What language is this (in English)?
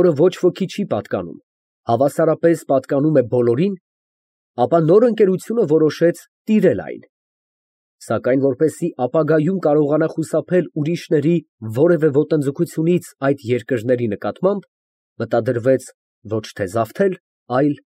Armenian